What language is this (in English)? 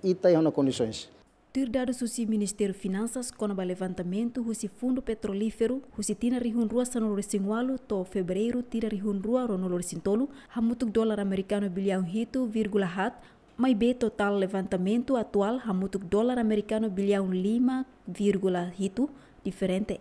Tetum